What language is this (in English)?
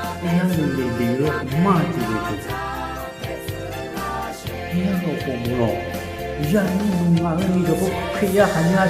Lahu